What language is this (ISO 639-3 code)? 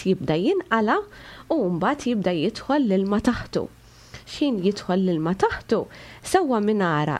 mlt